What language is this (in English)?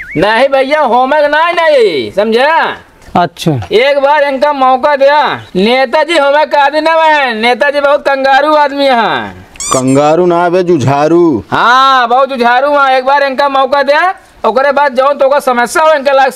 Awadhi